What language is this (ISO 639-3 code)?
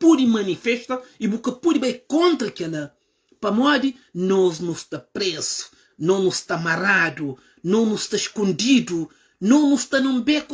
kea